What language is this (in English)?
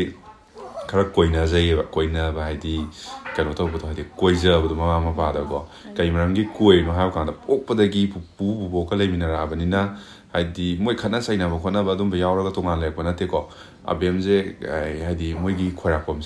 Manipuri